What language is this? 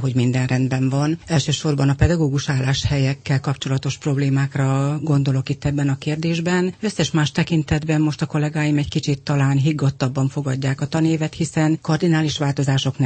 Hungarian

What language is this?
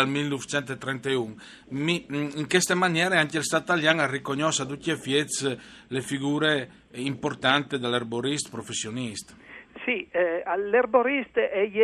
Friulian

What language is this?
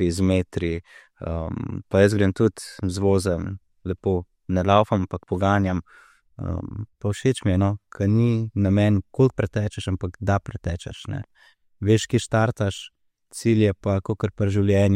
Slovenian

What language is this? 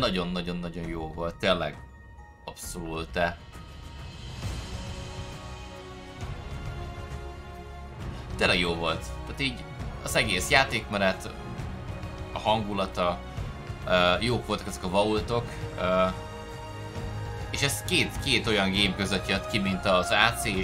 Hungarian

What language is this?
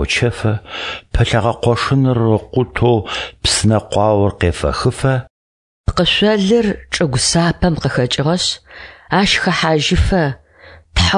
Adyghe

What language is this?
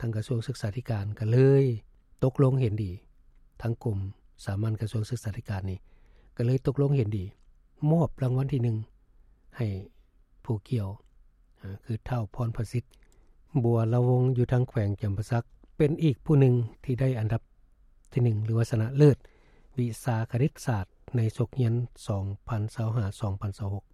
Lao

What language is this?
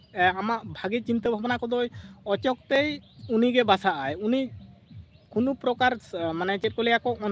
Santali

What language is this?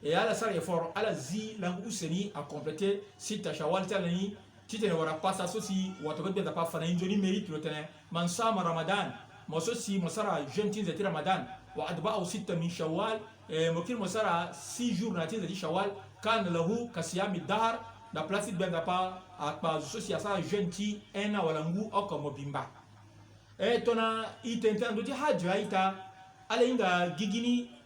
Sango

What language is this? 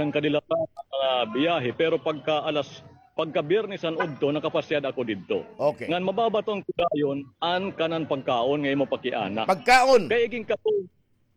Waray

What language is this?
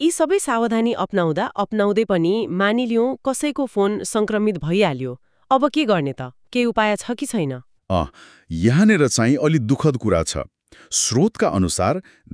Nepali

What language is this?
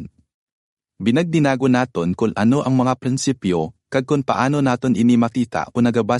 Hiligaynon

